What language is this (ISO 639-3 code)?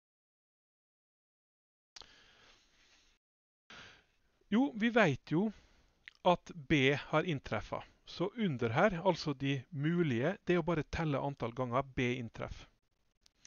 nor